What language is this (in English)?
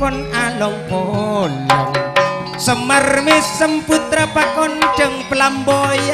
Madurese